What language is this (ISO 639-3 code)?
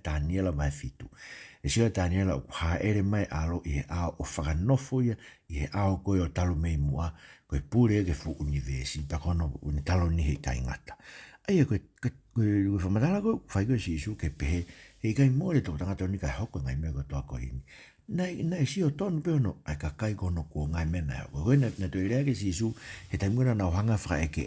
ton